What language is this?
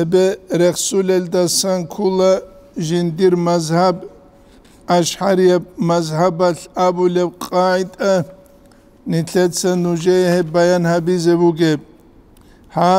Avaric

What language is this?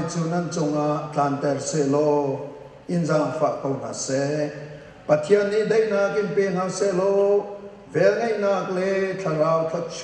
Hakha Chin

